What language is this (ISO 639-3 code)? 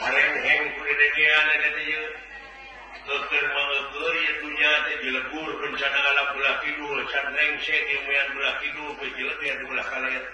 sun